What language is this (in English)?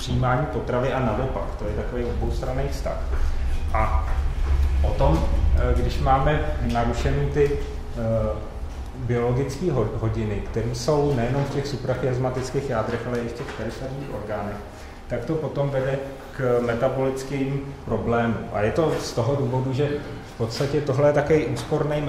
Czech